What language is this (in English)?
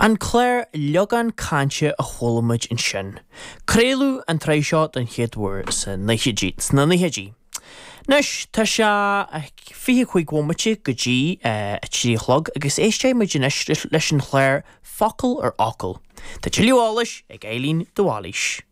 Irish